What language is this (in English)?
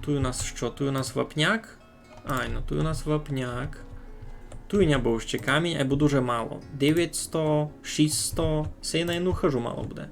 Rusyn